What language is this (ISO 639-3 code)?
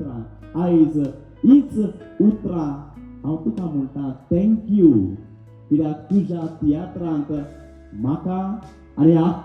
kok